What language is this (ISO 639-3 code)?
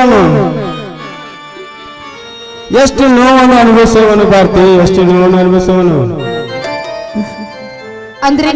kan